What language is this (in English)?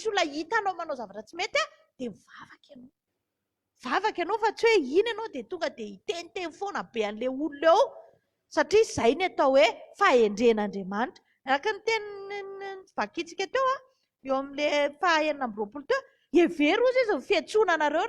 Malagasy